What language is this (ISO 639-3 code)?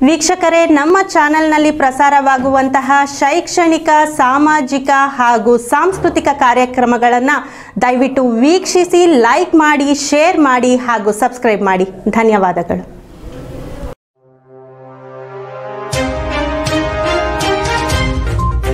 kan